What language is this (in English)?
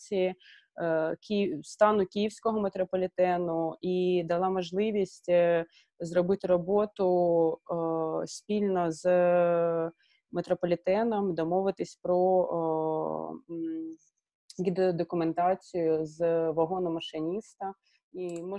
Ukrainian